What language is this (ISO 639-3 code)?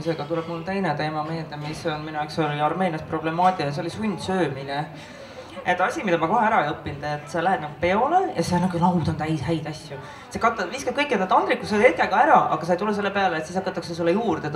est